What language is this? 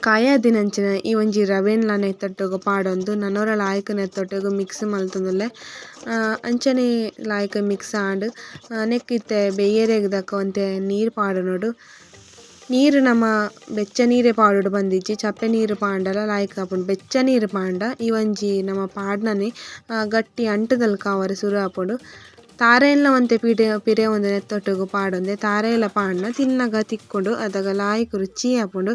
Tulu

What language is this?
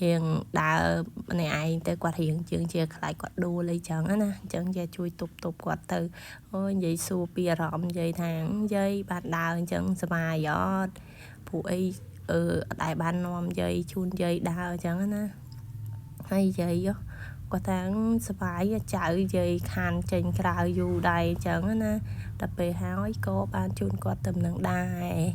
Khmer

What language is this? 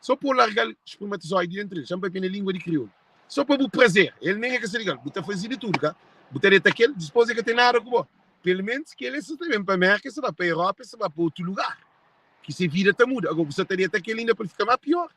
Kabuverdianu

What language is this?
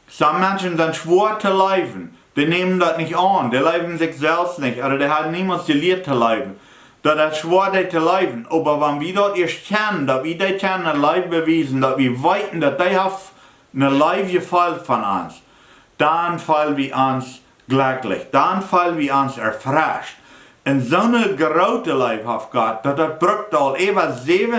Plautdietsch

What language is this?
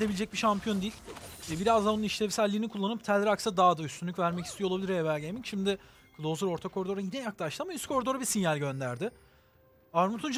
Turkish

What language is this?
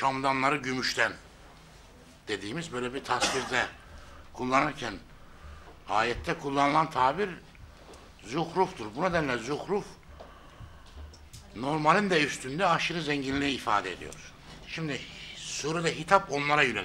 Turkish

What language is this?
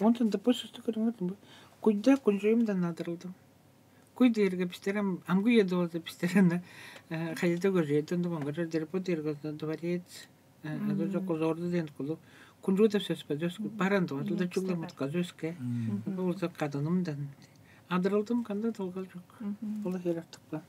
Tuvinian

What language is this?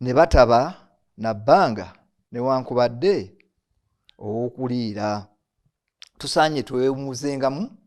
Ganda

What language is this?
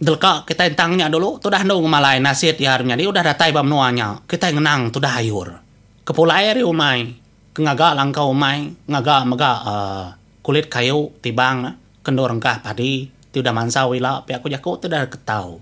Iban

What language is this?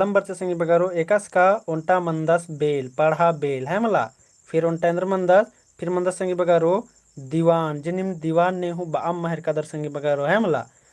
Kurukh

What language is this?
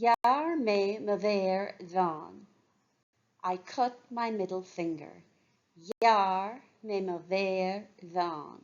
Irish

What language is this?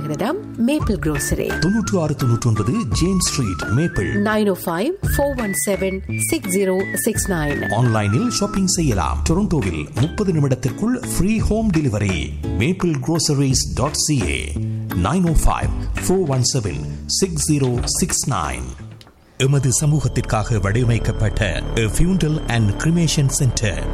Tamil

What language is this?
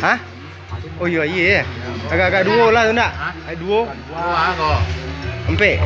Minangkabau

